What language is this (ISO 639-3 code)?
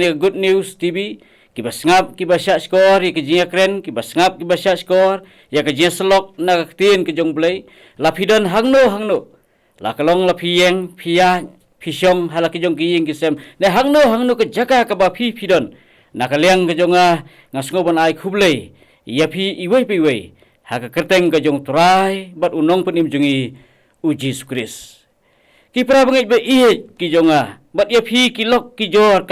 kha